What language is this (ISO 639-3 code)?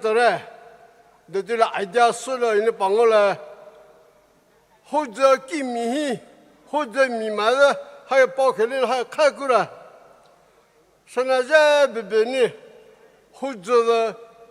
pmx